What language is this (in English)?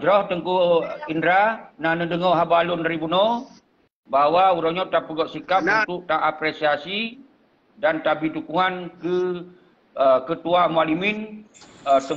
Achinese